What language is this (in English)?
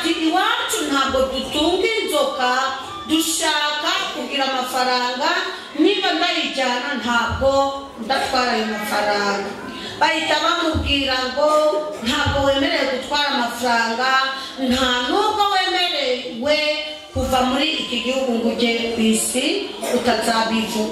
Kinyarwanda